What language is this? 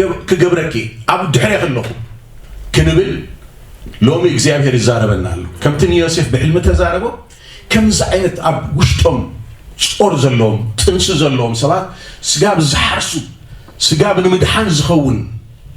Tigrinya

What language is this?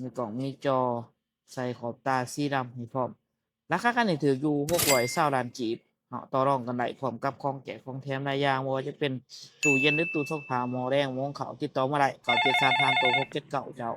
Lao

